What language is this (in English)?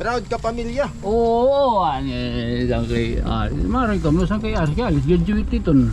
Waray